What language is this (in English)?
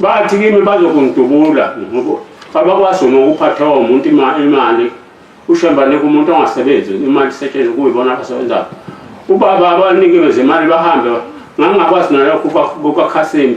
Zulu